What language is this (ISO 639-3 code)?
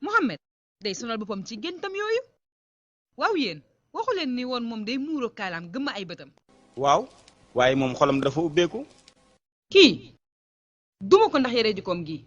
wol